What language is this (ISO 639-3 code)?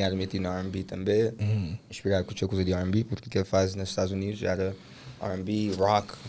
kea